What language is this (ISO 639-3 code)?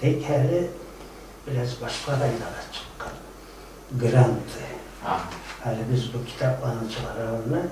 kum